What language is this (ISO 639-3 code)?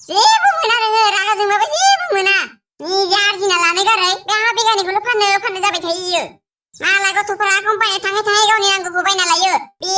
brx